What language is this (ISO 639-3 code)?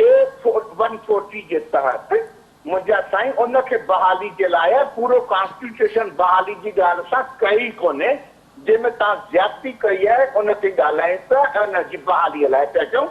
snd